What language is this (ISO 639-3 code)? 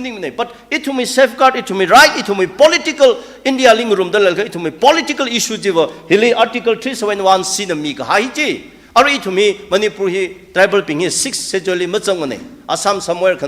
nmf